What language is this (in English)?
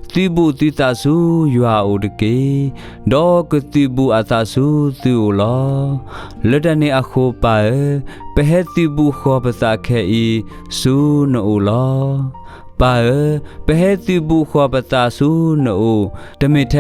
S'gaw Karen